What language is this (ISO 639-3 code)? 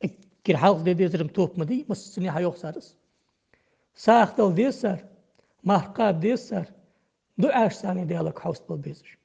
inh